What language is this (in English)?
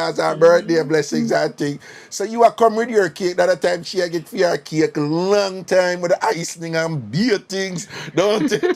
Jamaican Creole English